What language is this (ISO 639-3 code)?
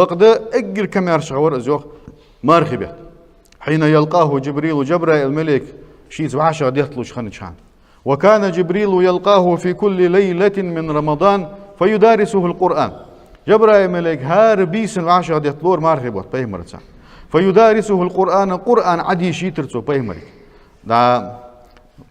inh